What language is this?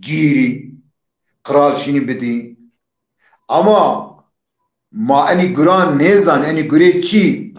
Zaza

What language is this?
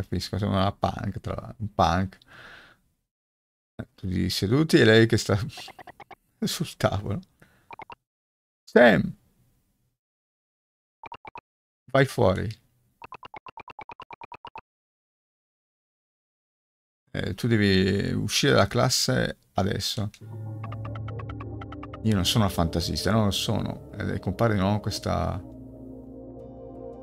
Italian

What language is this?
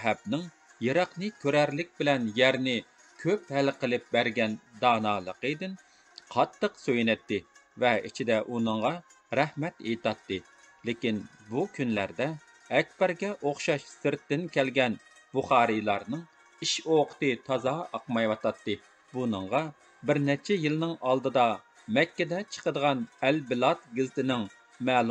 Uyghur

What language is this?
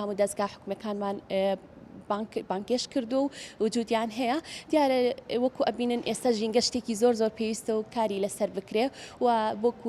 Central Kurdish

